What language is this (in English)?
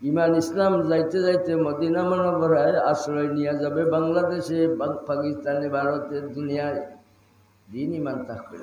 Sylheti